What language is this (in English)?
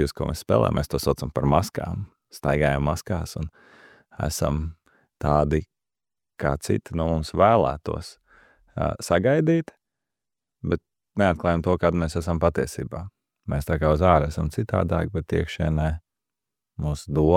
Latvian